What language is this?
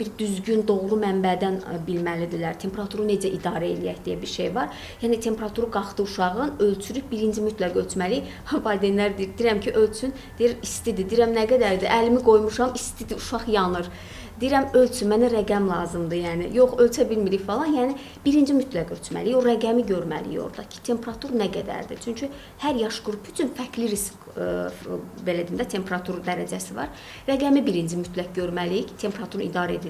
Azerbaijani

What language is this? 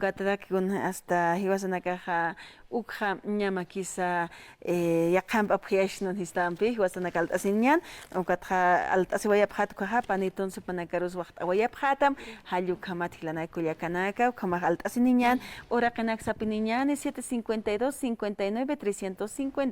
Aymara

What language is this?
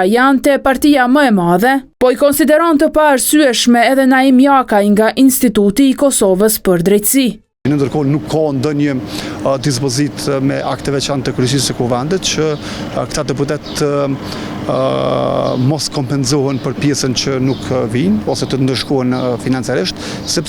Albanian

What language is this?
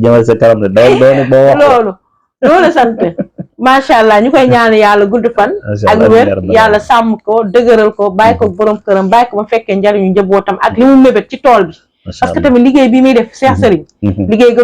Wolof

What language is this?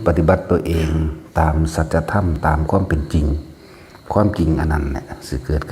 Northeastern Thai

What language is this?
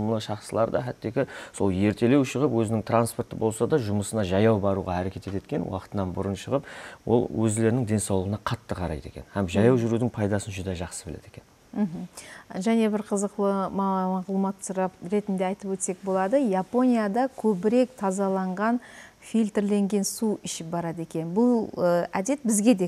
Kara-Kalpak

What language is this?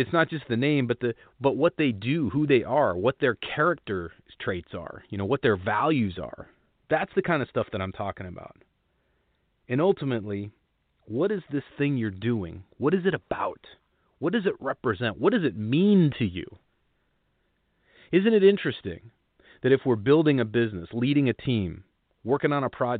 English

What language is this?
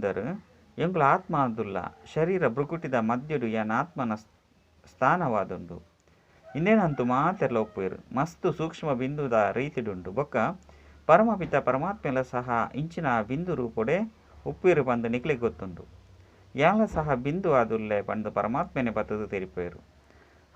Tulu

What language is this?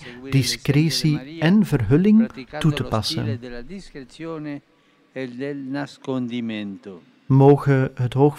Dutch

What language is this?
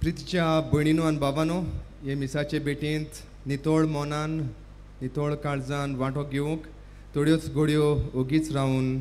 Konkani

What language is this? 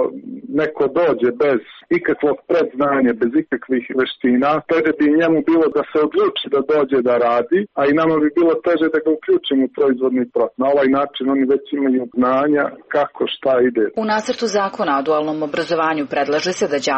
Serbian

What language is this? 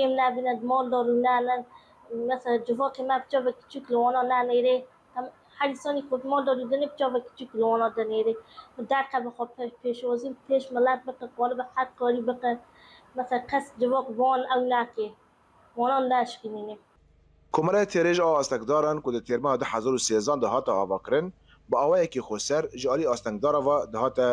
Kurdish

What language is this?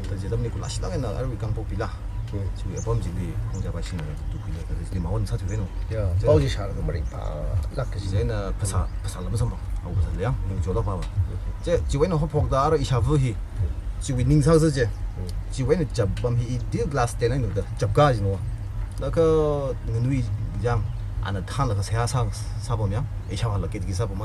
Tangkhul Naga (India)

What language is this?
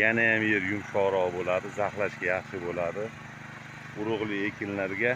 Uzbek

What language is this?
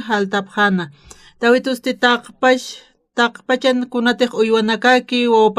Aymara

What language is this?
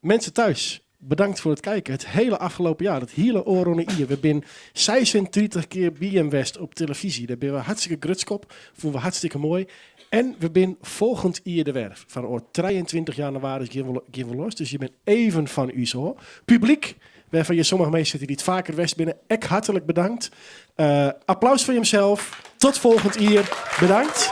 Western Frisian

